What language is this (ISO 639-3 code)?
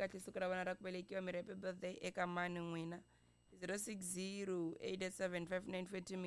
tso